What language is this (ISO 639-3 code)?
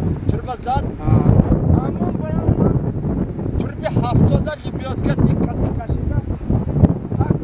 tgk